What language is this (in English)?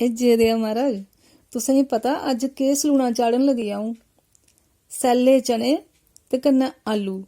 Dogri